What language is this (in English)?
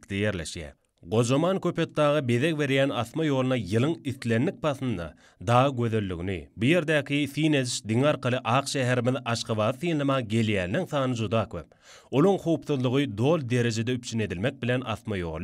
Turkmen